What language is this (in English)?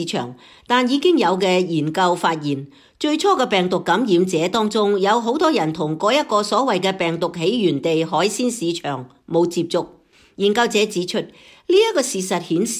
Cantonese